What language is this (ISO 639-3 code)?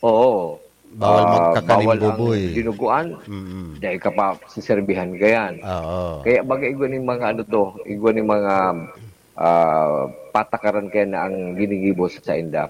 bik